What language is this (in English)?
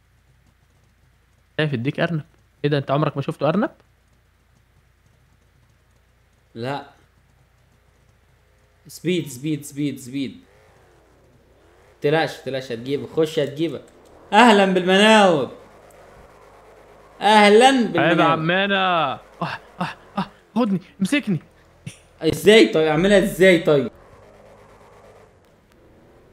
Egyptian Arabic